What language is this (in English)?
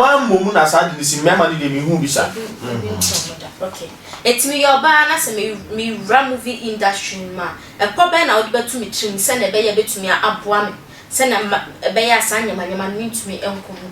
Akan